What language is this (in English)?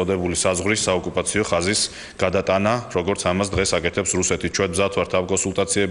Georgian